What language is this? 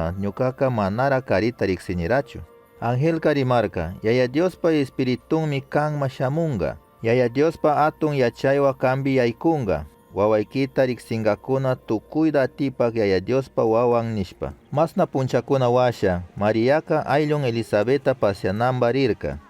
Chimborazo Highland Quichua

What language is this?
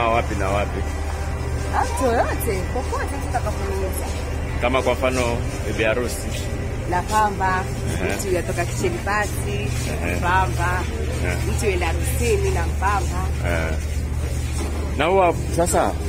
Swahili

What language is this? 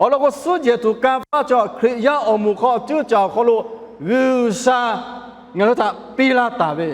Lahu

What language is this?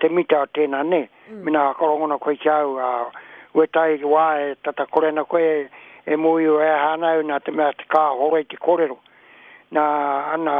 Māori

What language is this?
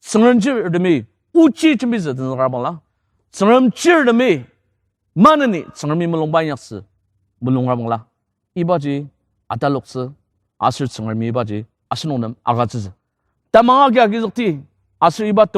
Ao Naga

